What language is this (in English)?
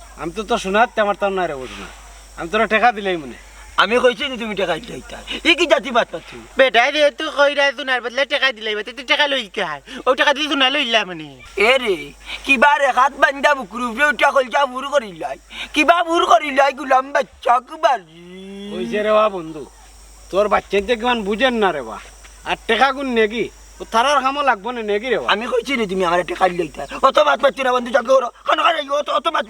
Sylheti